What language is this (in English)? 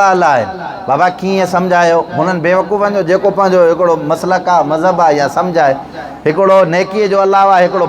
Sindhi